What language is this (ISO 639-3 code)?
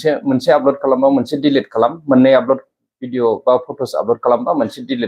brx